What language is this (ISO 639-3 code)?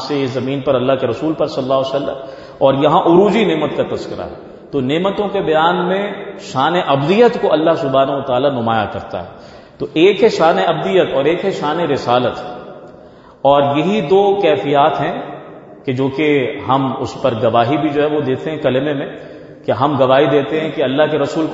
urd